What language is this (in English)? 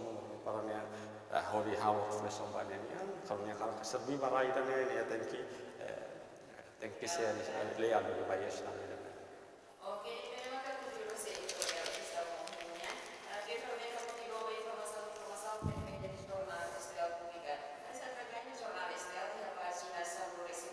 Tetum